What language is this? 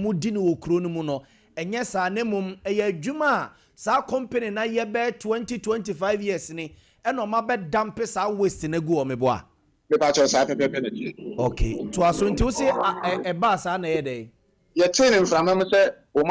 Akan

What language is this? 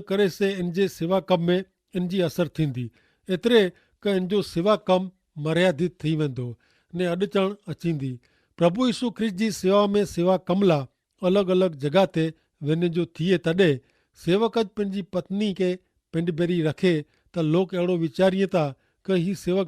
Kachhi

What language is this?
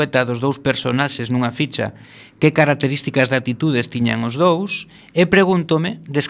Galician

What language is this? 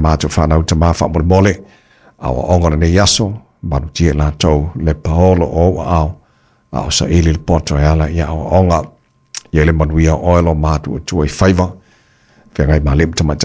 Samoan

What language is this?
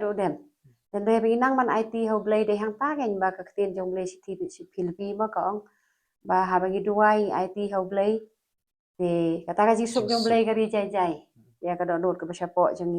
Khasi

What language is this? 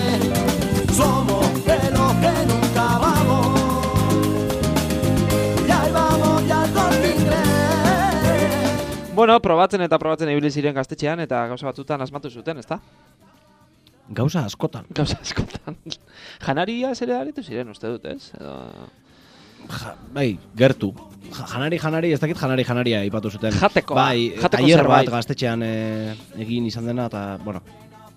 Basque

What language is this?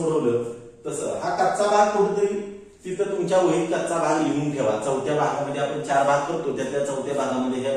Marathi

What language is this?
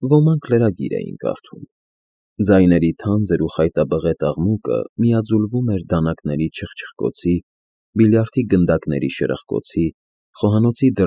Armenian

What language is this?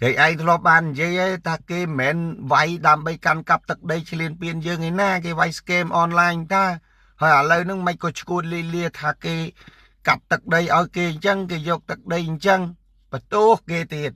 Khmer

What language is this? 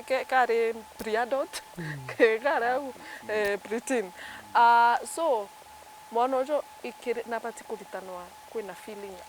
Meru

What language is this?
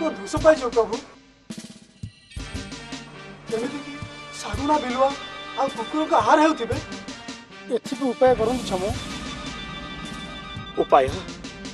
Odia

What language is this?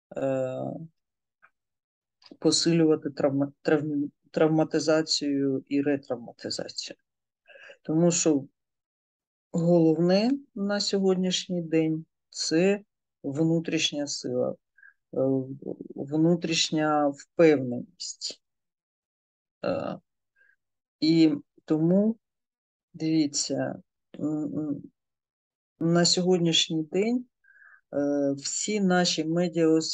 Ukrainian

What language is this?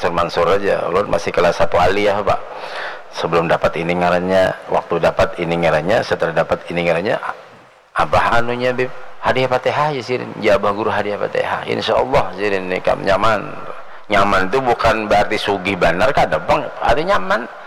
Banjar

